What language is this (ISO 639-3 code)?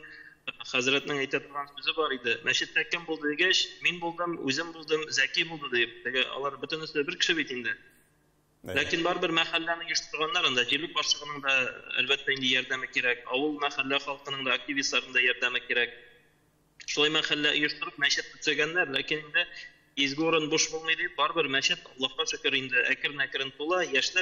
tat